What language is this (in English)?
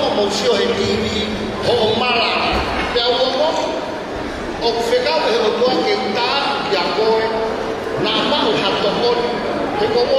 Tongan